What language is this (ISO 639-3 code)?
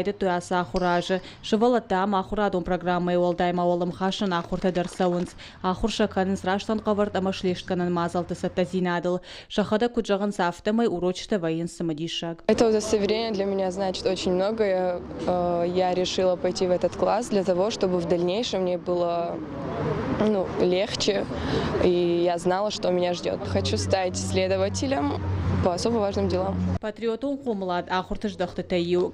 oss